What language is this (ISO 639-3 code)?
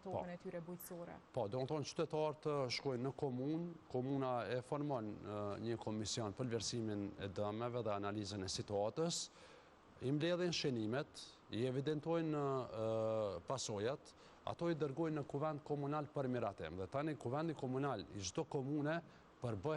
sqi